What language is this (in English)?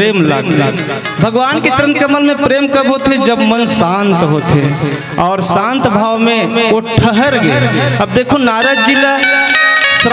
Chhattisgarhi